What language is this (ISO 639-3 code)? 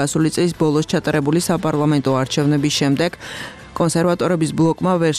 kat